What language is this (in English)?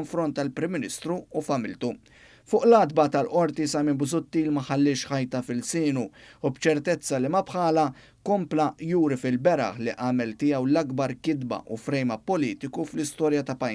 Maltese